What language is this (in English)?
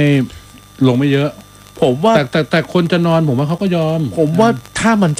Thai